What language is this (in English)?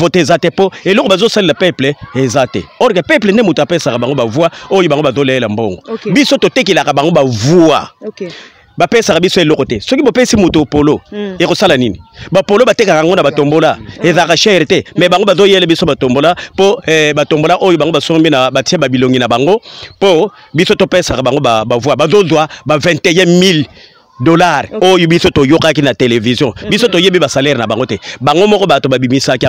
Lingala